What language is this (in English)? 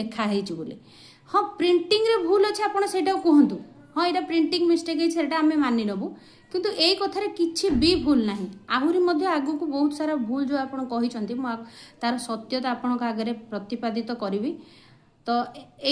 Odia